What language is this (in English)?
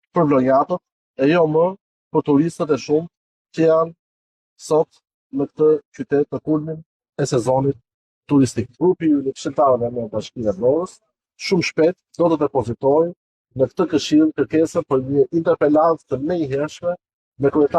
Albanian